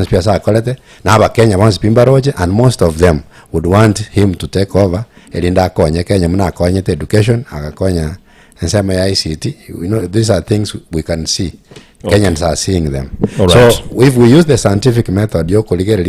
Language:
Gusii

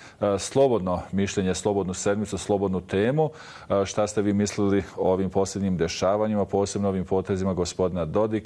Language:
Bosnian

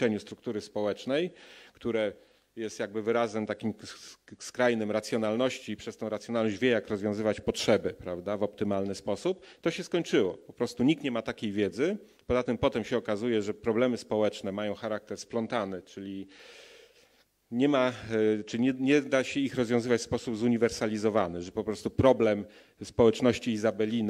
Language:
Polish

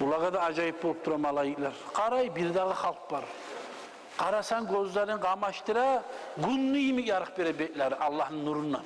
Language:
Kumyk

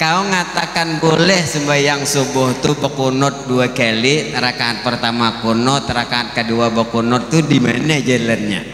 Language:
Banjar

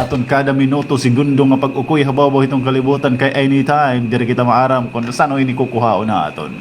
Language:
Waray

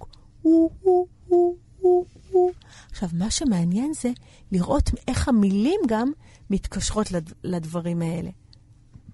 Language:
Hebrew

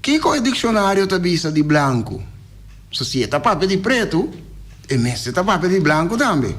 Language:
Papiamento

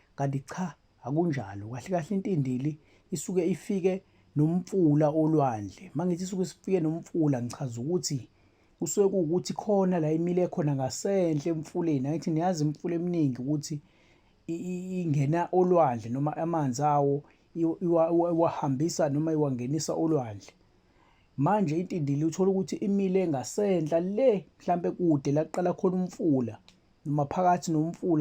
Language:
Zulu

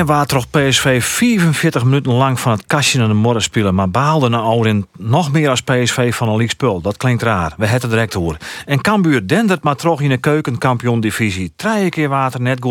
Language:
Western Frisian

